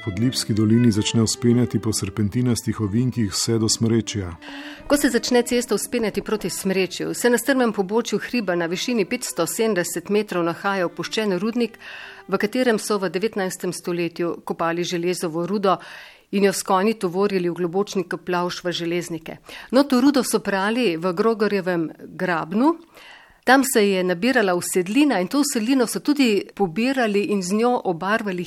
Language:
Slovenian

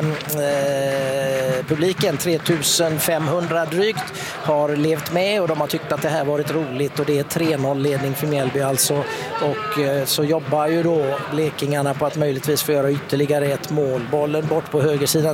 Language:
Swedish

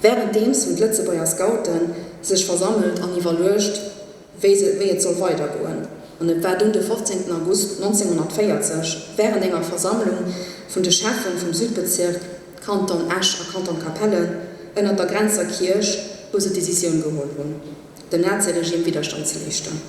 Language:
Luxembourgish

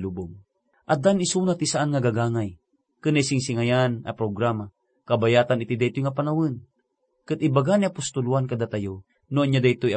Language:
Iloko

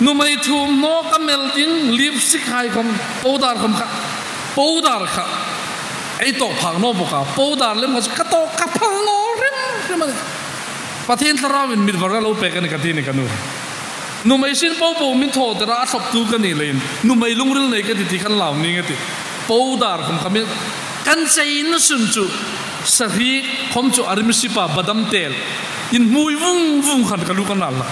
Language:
Hmar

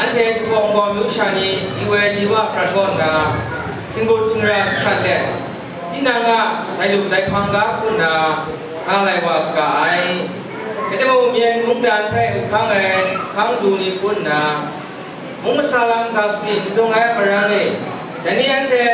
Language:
Kachin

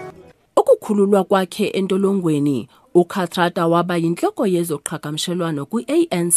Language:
Xhosa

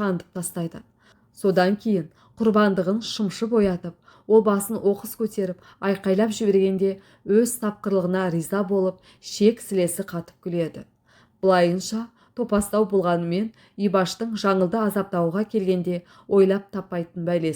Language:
Kazakh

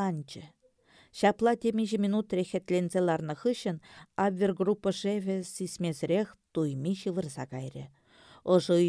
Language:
Chuvash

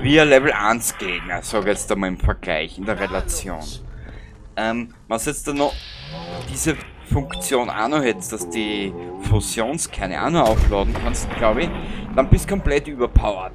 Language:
Bavarian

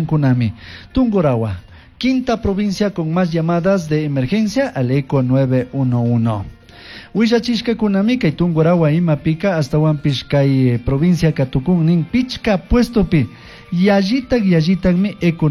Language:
Chimborazo Highland Quichua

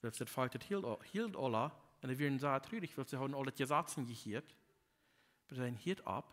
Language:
Plautdietsch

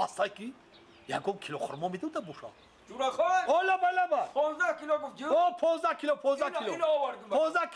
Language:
Tajik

